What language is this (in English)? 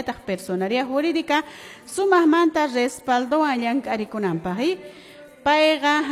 Quechua